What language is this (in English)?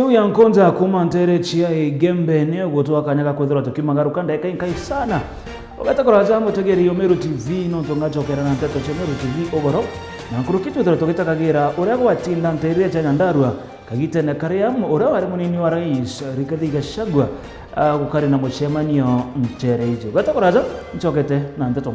Meru